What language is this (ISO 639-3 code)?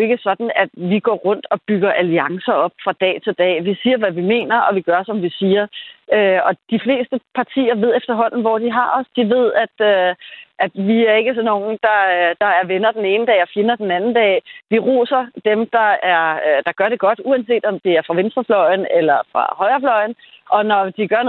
dan